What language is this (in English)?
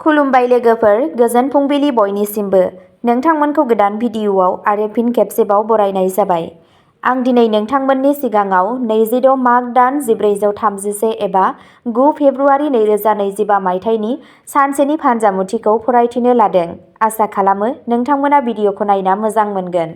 Bodo